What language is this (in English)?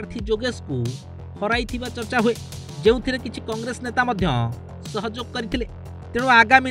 Odia